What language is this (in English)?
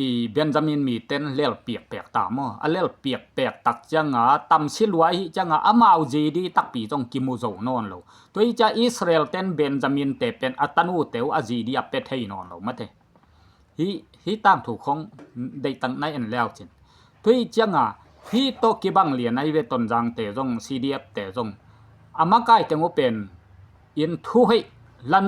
Tedim Chin